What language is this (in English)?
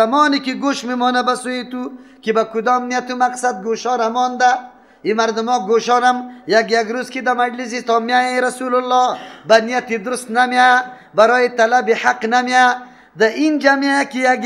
Persian